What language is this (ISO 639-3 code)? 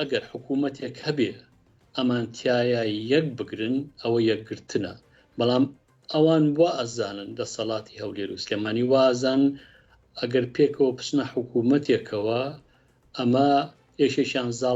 ckb